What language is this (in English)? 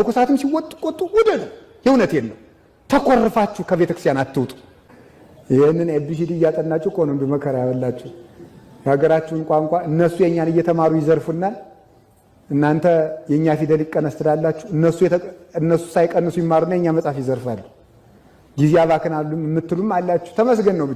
Amharic